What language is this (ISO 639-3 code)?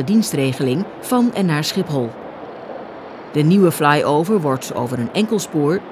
nld